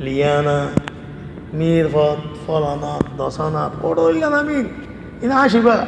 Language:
Rohingya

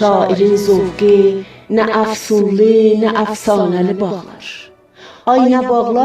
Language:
South Azerbaijani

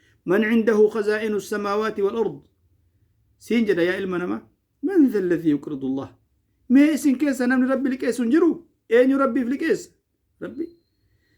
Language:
Oromo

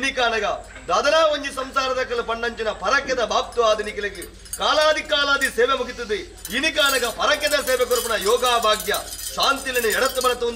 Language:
Tulu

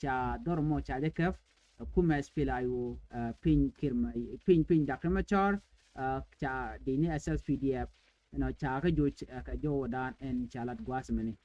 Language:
Nuer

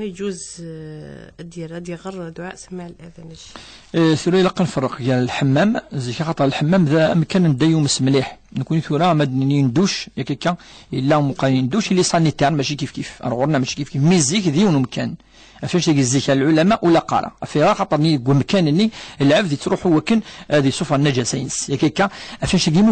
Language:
Kabyle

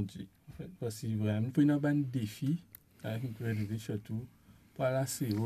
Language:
Morisyen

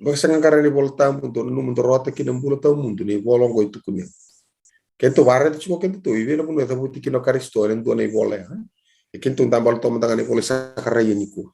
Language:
Fijian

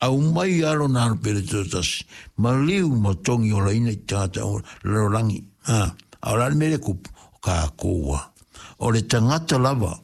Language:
Samoan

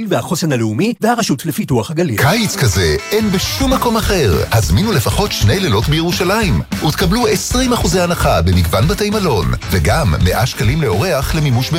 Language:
Hebrew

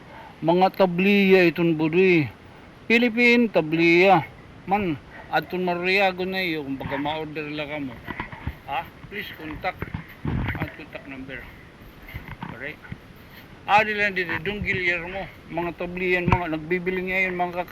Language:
Waray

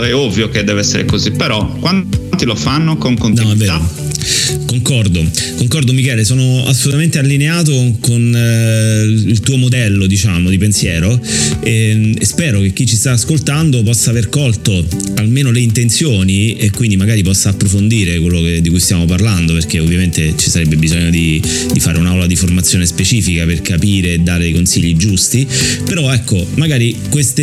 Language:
Italian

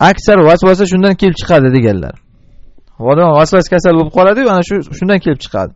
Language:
Uzbek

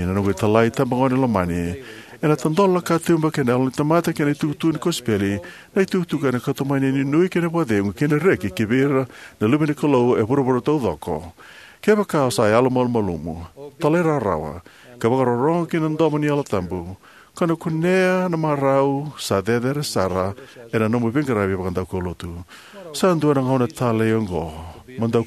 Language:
Fijian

